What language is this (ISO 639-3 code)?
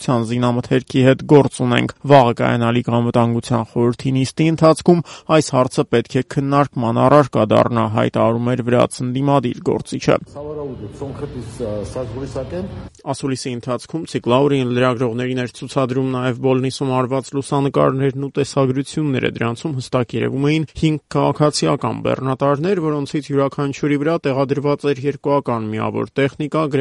hye